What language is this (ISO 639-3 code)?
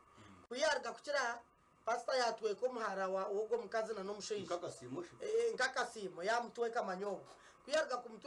nyn